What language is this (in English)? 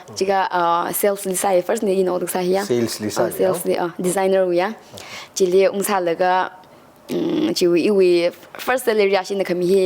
Tangkhul Naga (India)